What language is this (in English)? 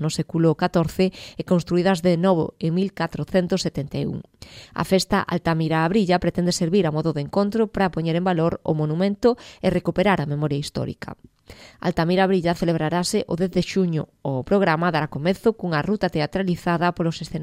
Galician